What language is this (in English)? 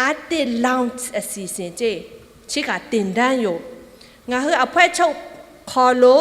Lahu